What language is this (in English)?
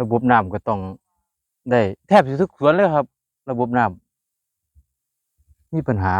Northeastern Thai